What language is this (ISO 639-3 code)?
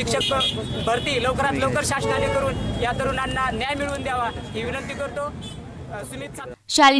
mar